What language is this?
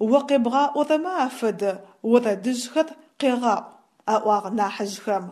Adyghe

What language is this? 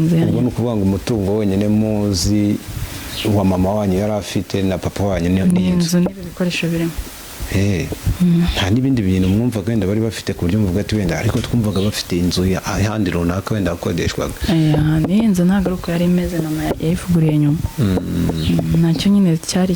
Kinyarwanda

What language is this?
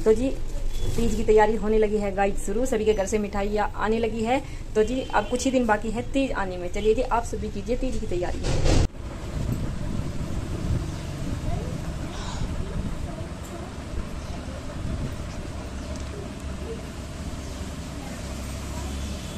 Hindi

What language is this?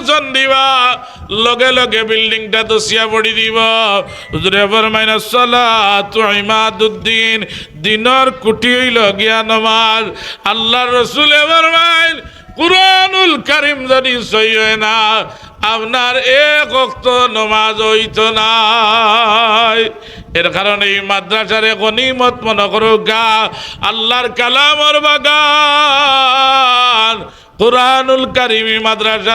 Sylheti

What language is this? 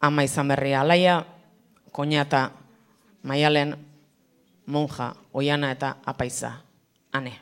Basque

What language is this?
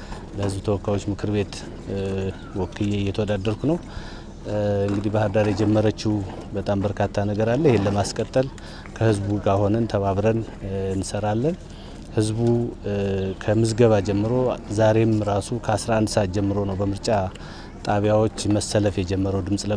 Amharic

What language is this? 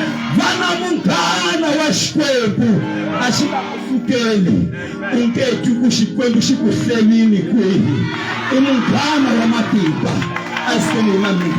Tsonga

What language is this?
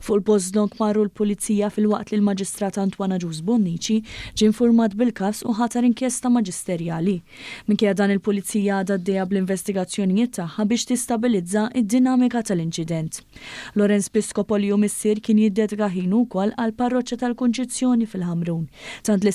Maltese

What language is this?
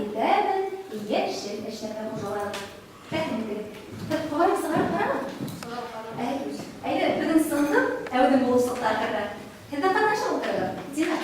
Bashkir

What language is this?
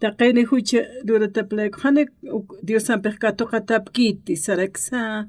Aymara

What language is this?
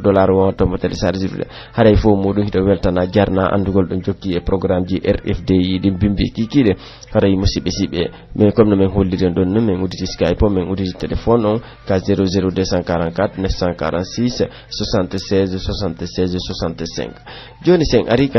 Pular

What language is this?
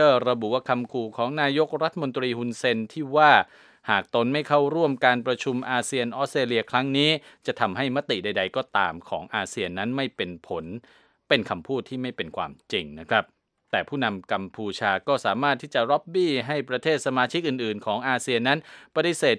Thai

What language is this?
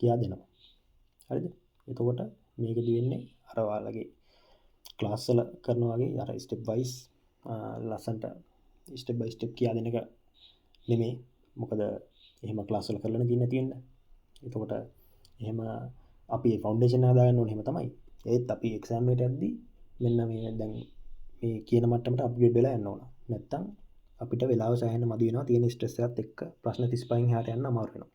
Sinhala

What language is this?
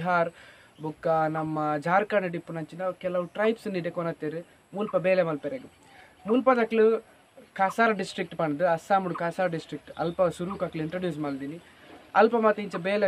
Tulu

